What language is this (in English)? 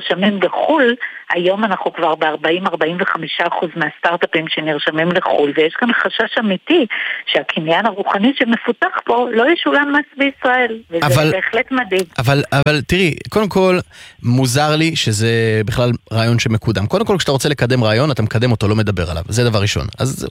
Hebrew